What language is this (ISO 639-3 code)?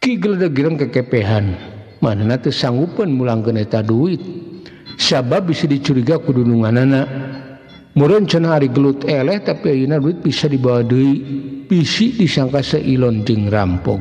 sun